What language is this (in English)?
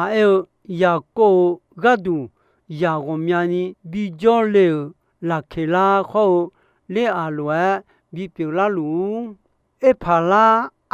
Akha